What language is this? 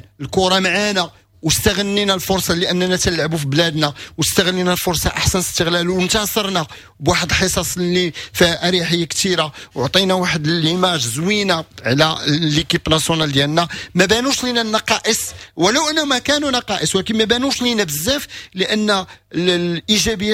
Moroccan Arabic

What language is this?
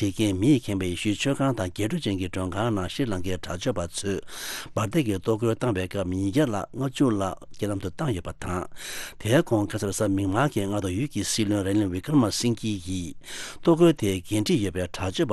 Tibetan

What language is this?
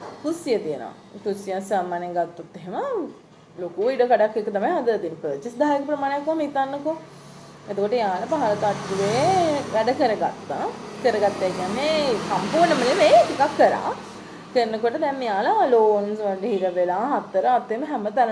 Sinhala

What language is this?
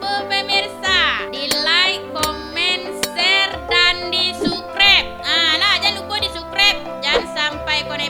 Minangkabau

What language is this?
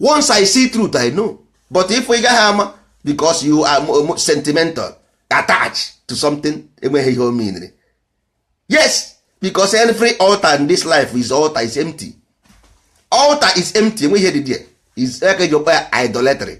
Igbo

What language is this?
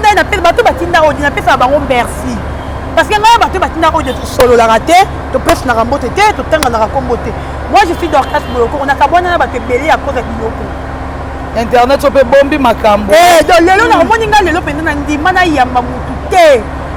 Lingala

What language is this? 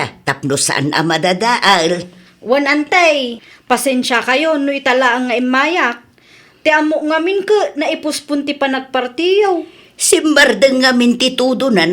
Iloko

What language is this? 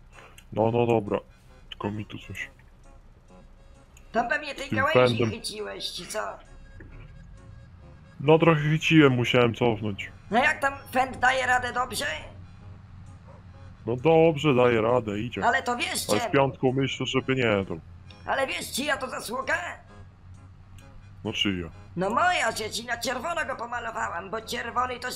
Polish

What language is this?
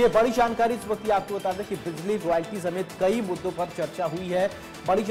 Hindi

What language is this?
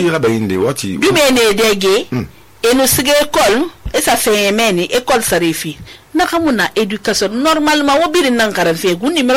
Susu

